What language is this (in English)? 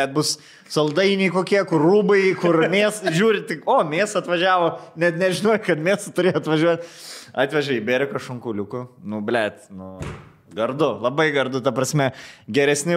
Lithuanian